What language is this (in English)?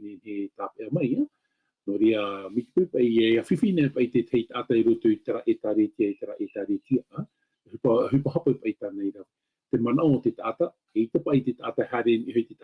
Tahitian